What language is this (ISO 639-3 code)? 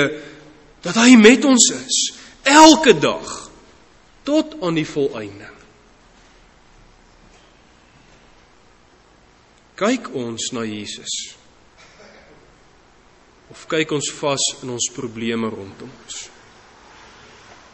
afr